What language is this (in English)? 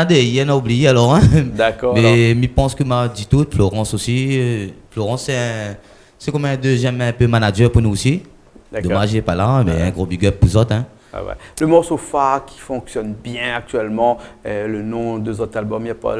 Réunion Creole French